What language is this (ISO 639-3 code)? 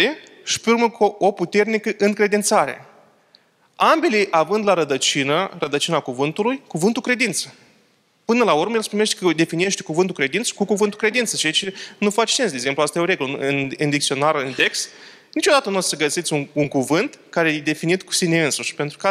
ron